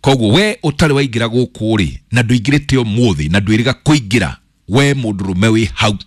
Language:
Kikuyu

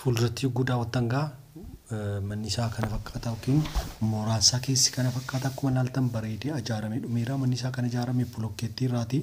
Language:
Oromo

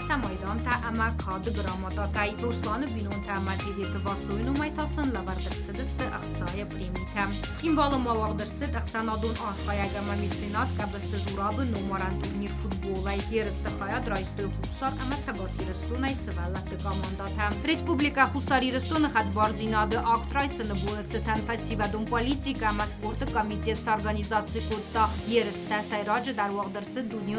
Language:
Ossetic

